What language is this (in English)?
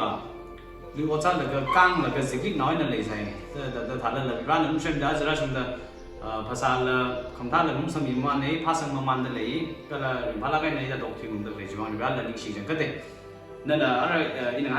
Tangkhul Naga (India)